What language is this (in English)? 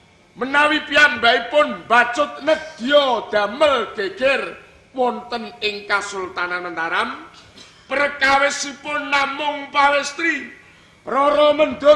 Javanese